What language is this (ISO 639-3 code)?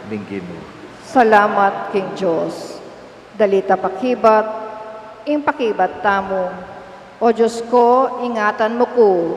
pam